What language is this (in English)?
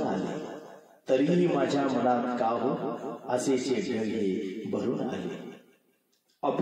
Marathi